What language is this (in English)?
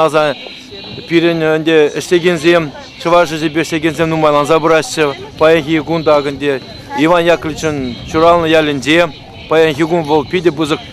Chuvash